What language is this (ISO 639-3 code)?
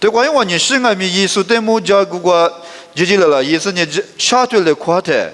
lis